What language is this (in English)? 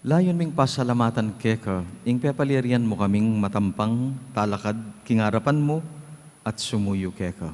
Pampanga